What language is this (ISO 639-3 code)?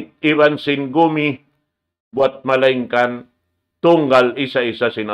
tsg